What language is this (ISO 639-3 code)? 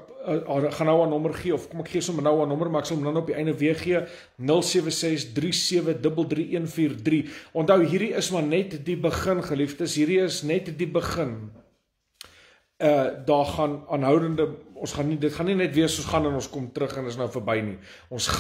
afr